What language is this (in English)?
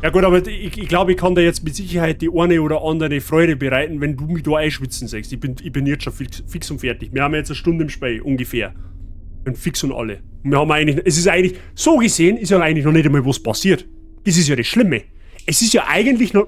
Bavarian